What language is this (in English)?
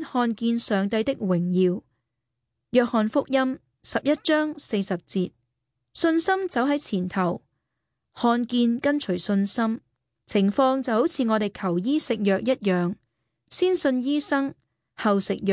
Cantonese